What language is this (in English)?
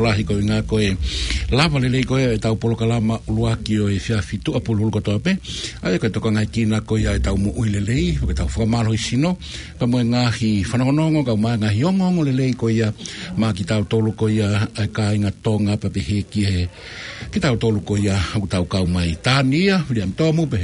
Tongan